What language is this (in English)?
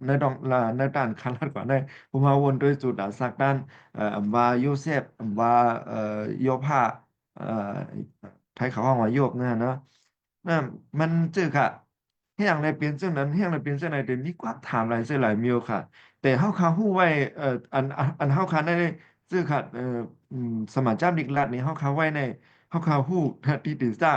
Shan